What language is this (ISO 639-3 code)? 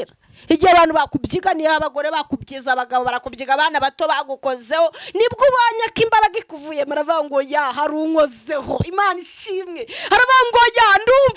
kin